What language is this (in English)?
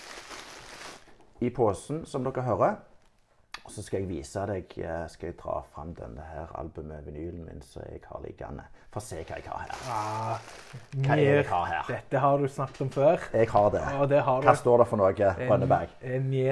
Norwegian